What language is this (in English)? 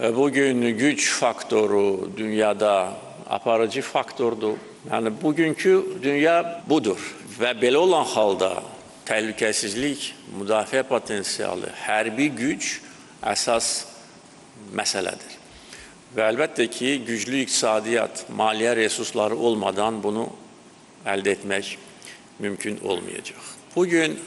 Azerbaijani